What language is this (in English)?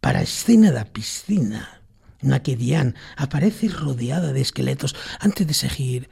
Galician